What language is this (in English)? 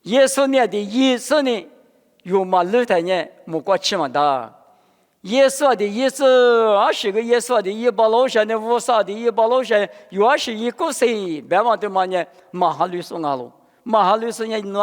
Lisu